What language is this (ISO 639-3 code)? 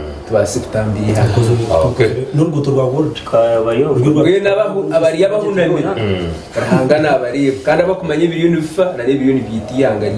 nyn